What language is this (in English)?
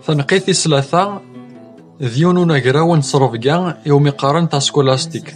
Kabyle